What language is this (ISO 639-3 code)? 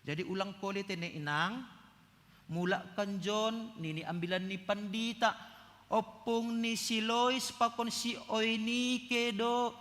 bts